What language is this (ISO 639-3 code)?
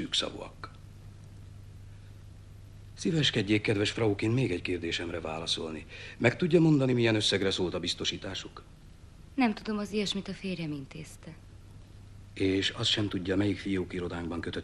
hun